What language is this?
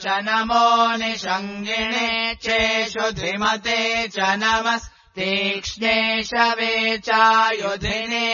Sanskrit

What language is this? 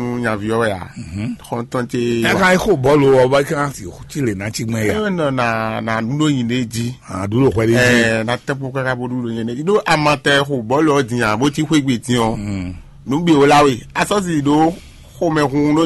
Fon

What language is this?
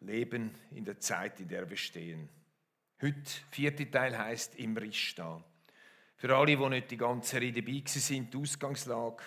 Swiss German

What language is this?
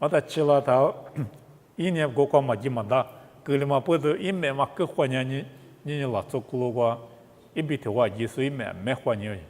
Lisu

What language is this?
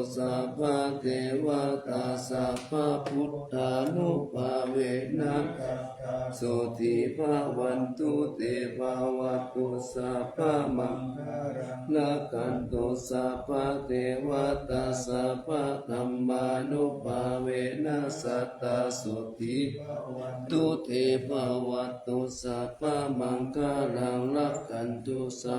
Pali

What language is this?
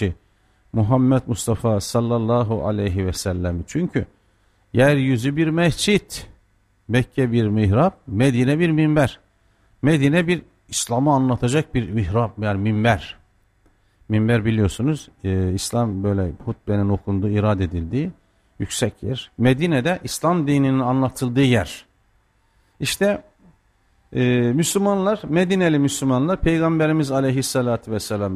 Turkish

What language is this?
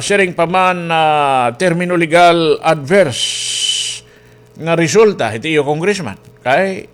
Waray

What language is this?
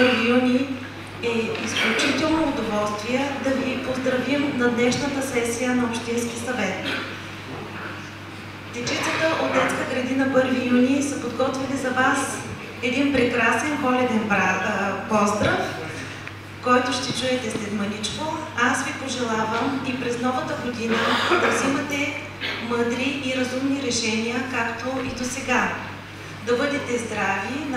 Bulgarian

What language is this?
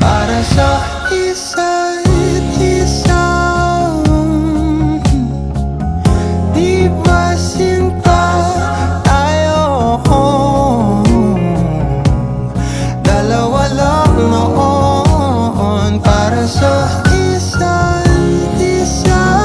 Filipino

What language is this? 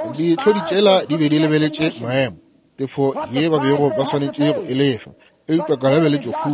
Northern Sotho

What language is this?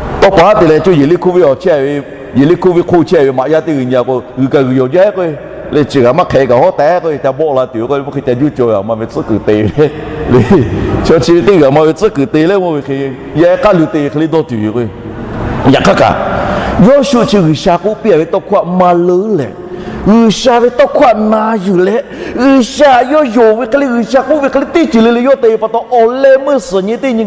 Lahu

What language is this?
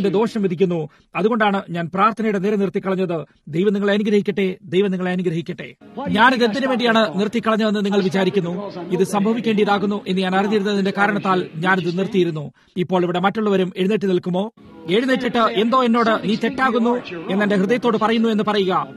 Malayalam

